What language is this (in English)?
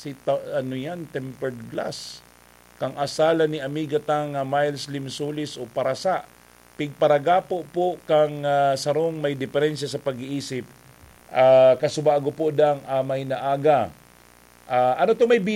Bikol